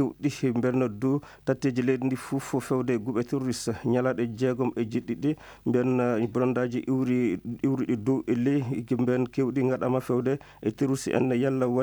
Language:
Fula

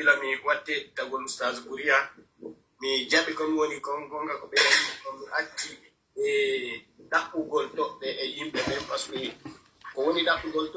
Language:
Pular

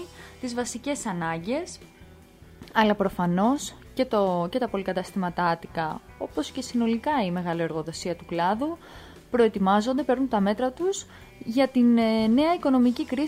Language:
Greek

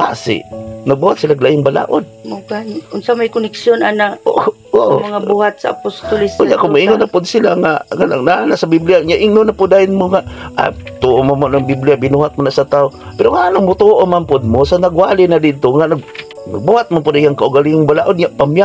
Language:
Cebuano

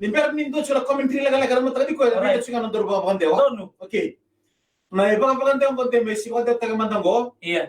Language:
Fijian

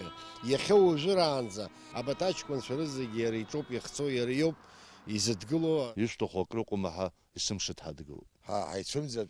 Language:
Abkhazian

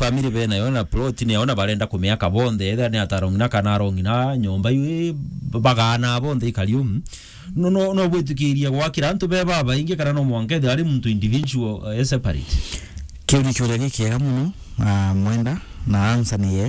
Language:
Meru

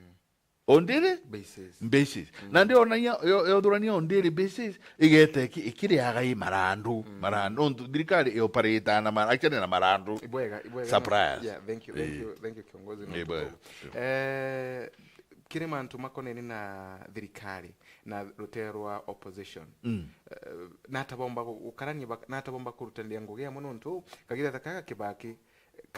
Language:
Meru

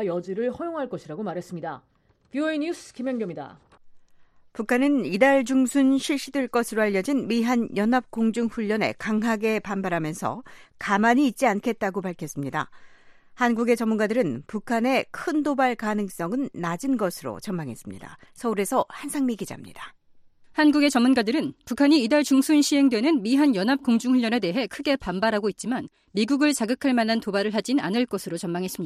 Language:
Korean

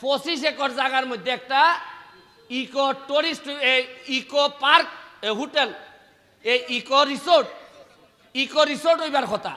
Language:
Sylheti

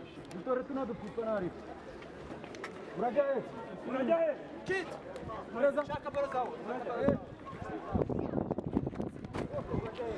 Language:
Kinyarwanda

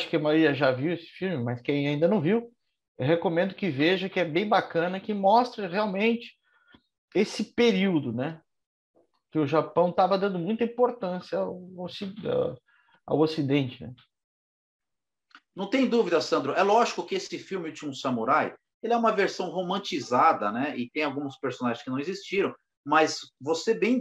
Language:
Portuguese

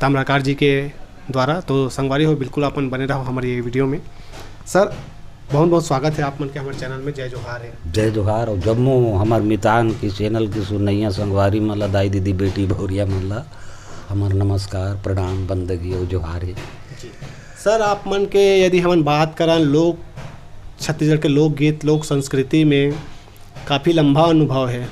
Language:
Chhattisgarhi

